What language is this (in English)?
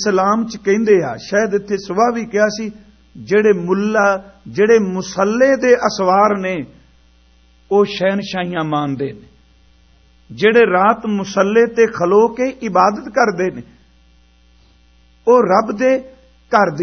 Punjabi